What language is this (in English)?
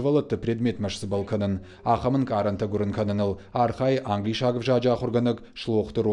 Ossetic